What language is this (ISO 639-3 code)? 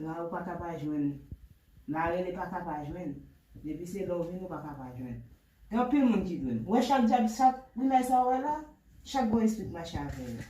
hat